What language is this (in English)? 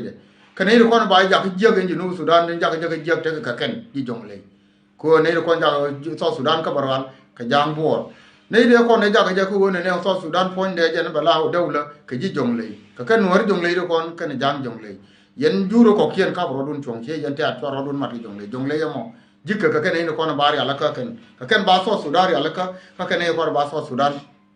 Nuer